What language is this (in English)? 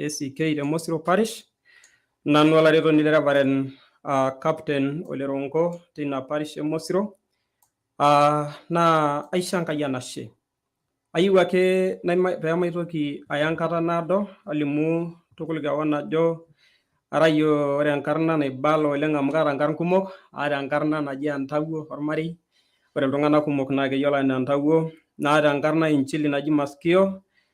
Masai